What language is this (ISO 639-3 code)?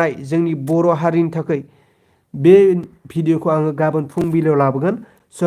brx